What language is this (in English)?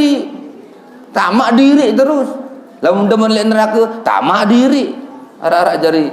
Sasak